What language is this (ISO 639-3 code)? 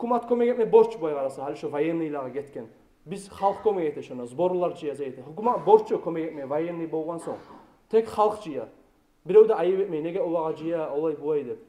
kum